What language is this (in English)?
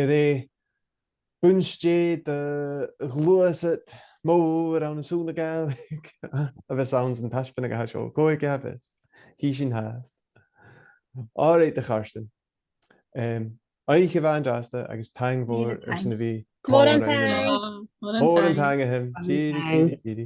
Scottish Gaelic